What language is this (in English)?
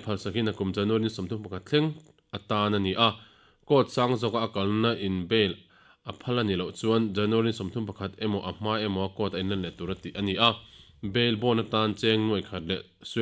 Mizo